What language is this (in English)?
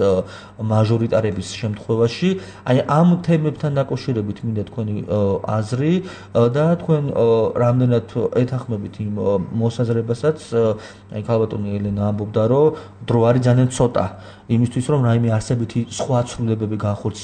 Georgian